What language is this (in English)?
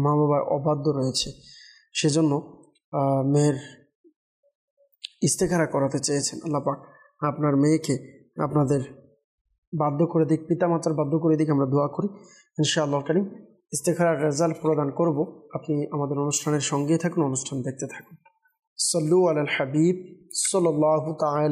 Bangla